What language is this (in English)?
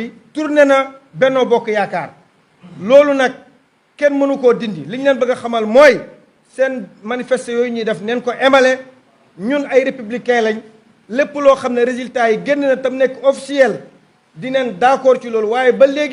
Wolof